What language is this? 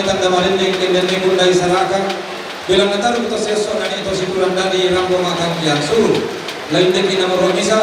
Toraja-Sa'dan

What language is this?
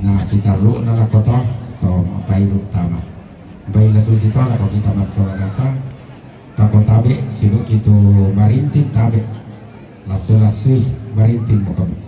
Toraja-Sa'dan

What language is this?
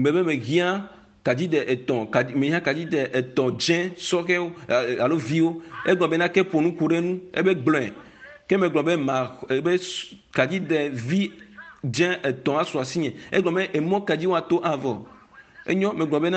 Ewe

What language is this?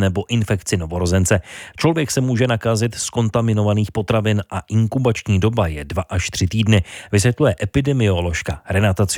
Czech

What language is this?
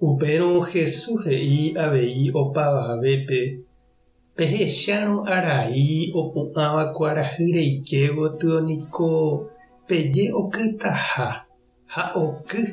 Guarani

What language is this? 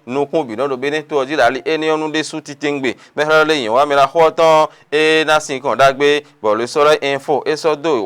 Fon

